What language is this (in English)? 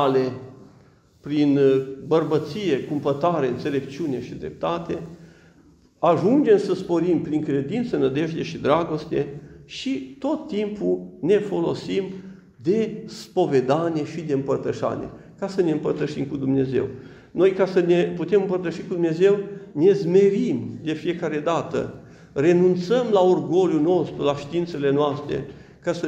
Romanian